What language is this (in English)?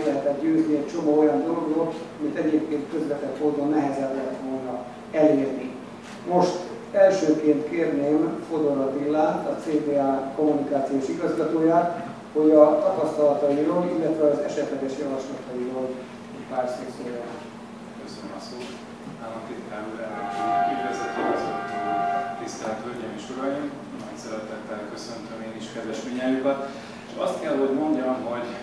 Hungarian